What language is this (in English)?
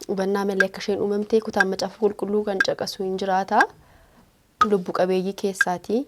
Oromo